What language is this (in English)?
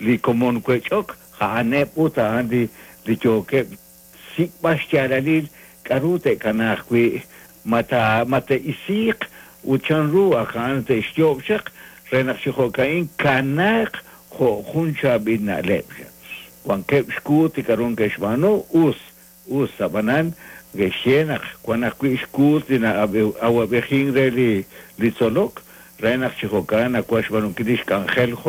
Kekchí